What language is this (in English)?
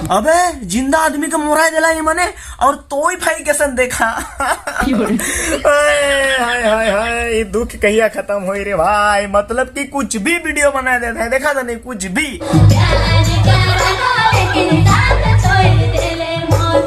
Sadri